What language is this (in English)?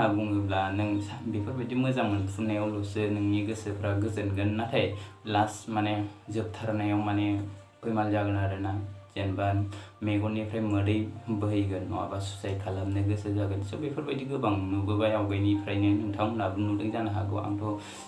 Bodo